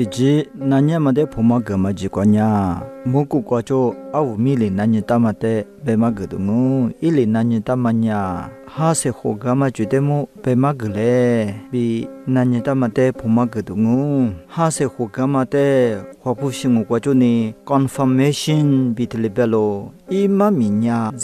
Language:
Lisu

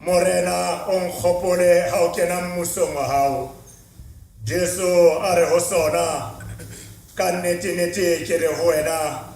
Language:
Southern Sotho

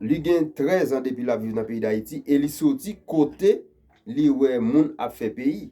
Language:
Haitian Creole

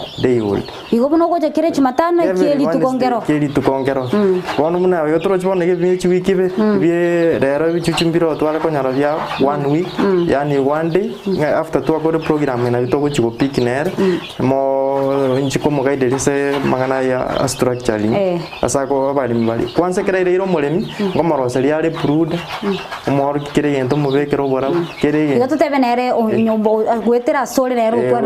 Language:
Gusii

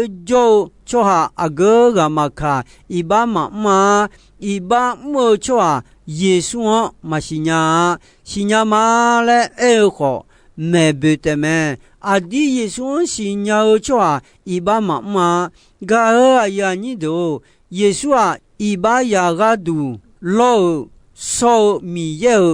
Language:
Akha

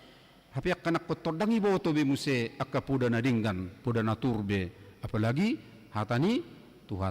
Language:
Batak Toba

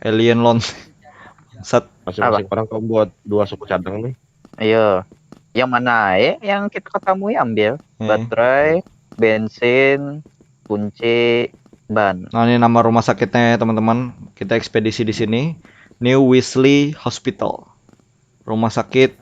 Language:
Banjar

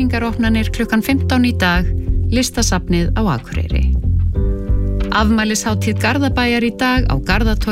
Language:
Icelandic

